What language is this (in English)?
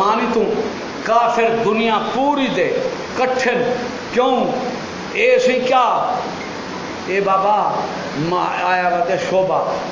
Saraiki